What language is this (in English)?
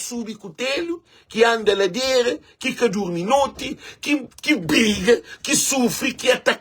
Kabuverdianu